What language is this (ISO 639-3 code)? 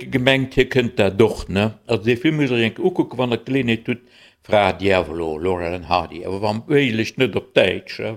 ltz